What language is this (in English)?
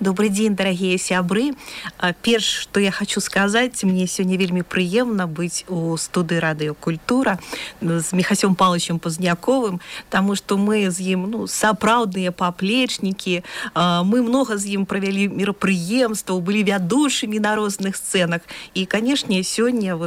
Belarusian